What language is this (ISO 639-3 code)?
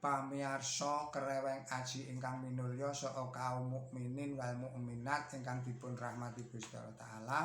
jav